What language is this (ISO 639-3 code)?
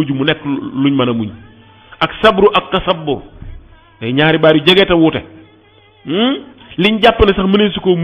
wol